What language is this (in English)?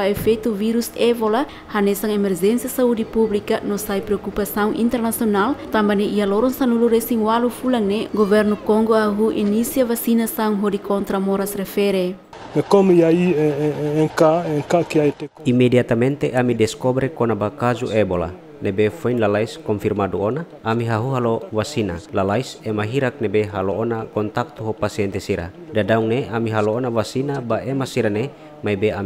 Tetum